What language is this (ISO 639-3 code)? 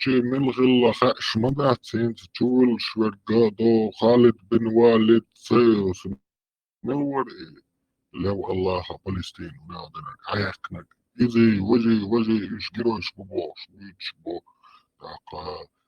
che